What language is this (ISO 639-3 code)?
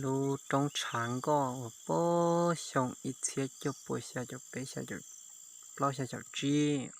hmn